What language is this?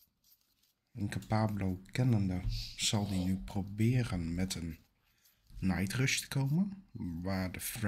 Dutch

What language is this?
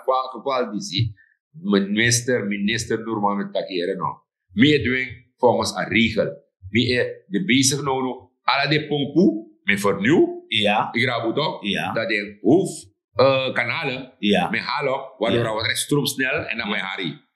Sranan Tongo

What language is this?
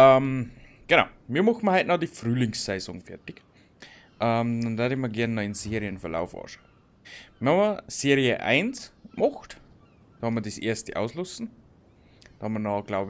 Bavarian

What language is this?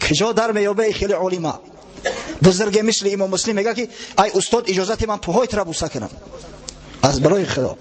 Tajik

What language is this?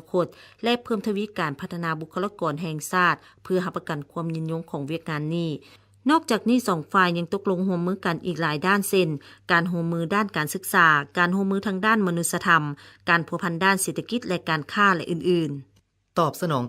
Lao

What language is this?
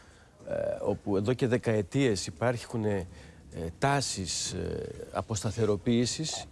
Greek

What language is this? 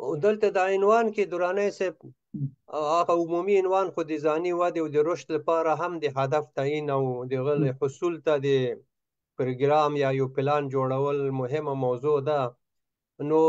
Pashto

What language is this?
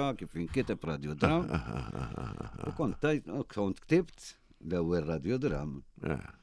Maltese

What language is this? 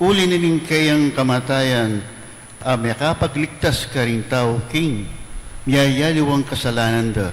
Pampanga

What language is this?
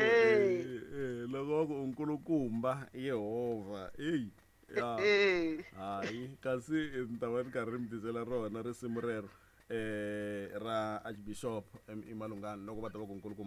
Tsonga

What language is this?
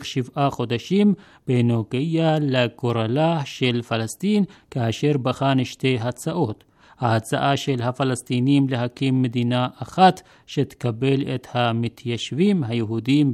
Hebrew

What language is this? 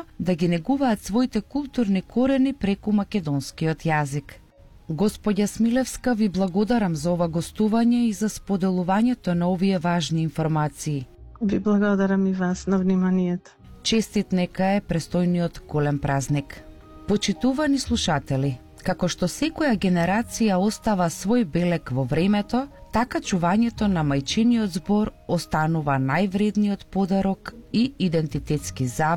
Macedonian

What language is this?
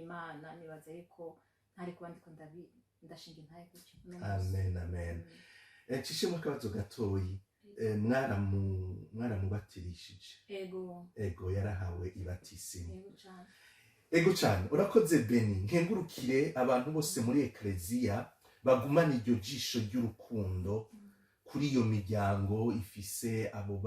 Rundi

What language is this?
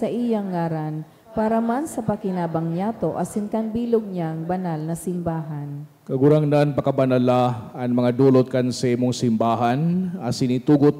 Bikol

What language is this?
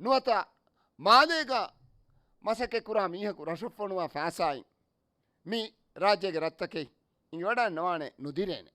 Divehi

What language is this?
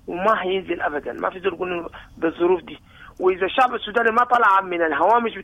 Sudanese Arabic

